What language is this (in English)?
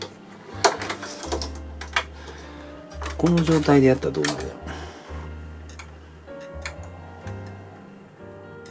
Japanese